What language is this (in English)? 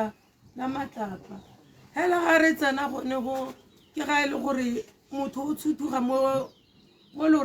Tswana